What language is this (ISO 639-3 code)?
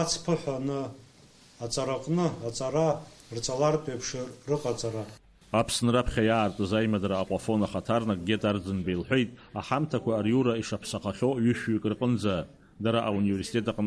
abk